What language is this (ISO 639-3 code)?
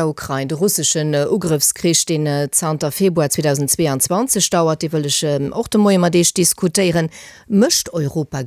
ltz